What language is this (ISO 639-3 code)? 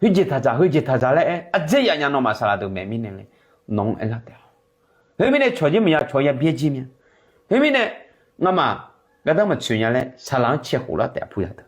ahk